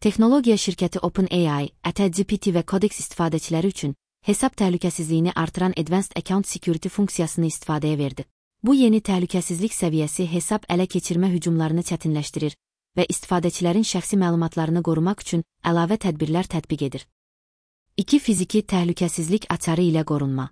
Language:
Azerbaijani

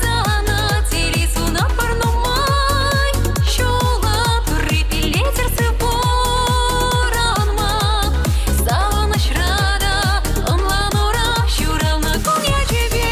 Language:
Chuvash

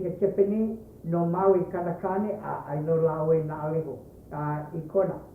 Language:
Hawaiian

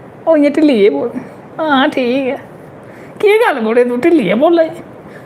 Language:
Dogri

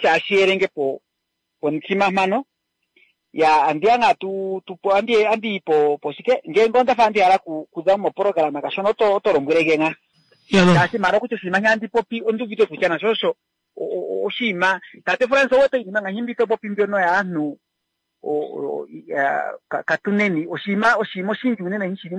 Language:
Kuanyama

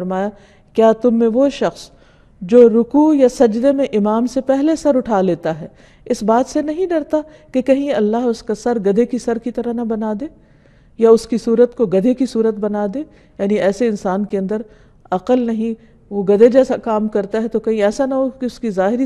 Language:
Urdu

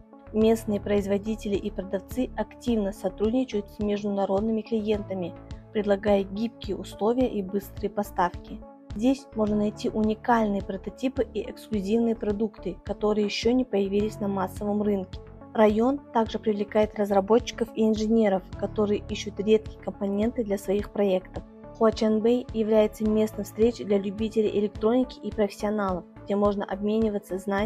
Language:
Russian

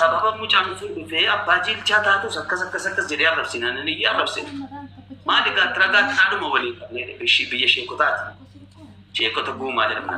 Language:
Oromo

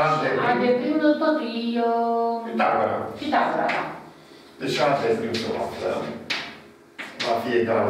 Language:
Romanian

